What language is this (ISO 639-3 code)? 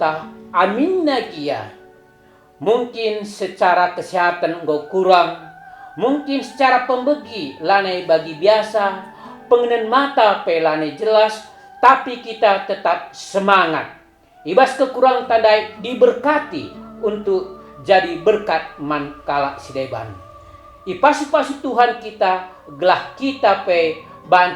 btx